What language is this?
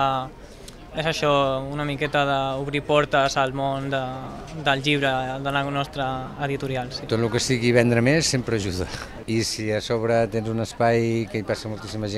Catalan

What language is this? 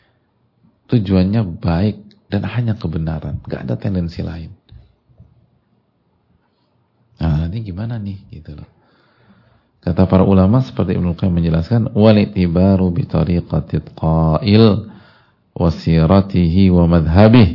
Indonesian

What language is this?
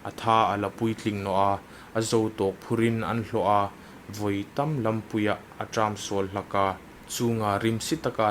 Hmar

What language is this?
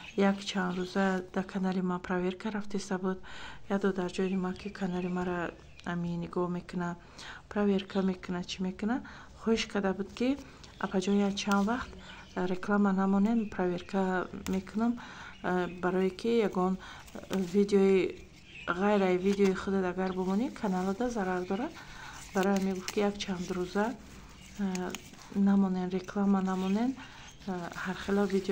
Tajik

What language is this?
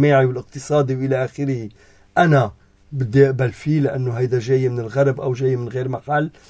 North Levantine Arabic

